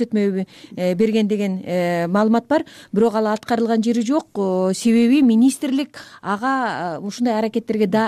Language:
Kyrgyz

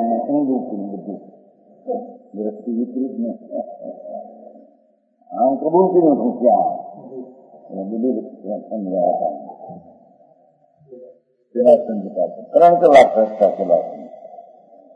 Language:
Gujarati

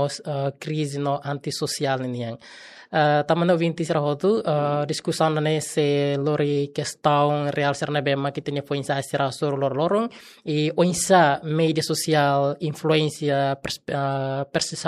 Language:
Tetum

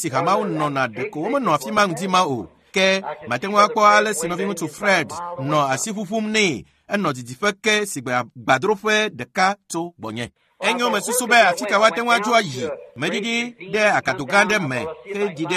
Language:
Ewe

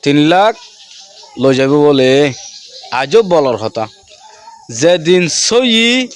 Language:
Rohingya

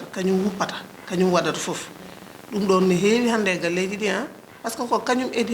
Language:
Fula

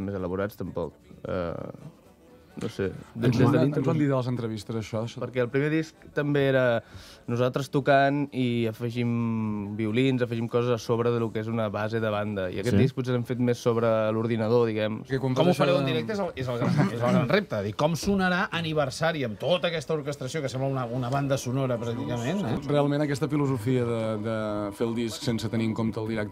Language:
Catalan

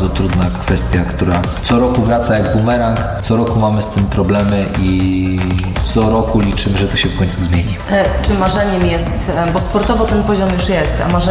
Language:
Polish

